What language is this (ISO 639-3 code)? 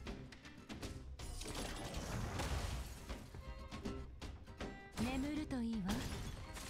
jpn